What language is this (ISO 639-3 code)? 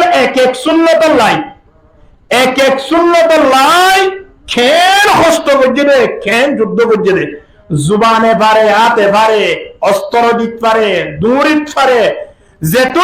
rhg